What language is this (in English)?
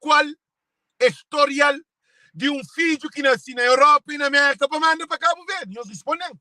Kabuverdianu